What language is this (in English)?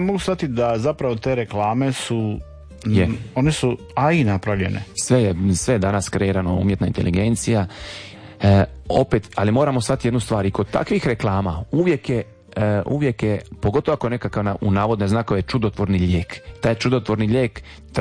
Croatian